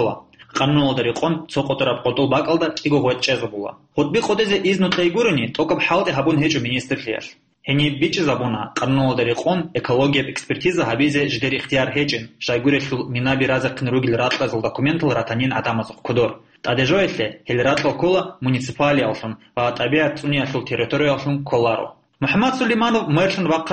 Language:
Avaric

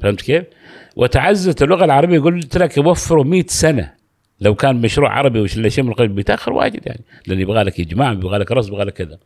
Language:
Gulf Arabic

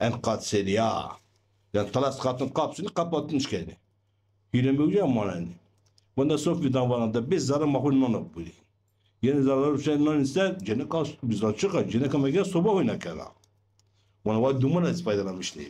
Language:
Zaza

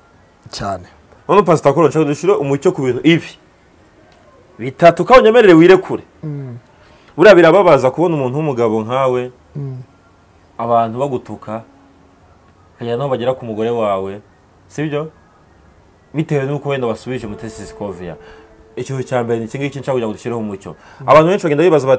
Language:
Kinyarwanda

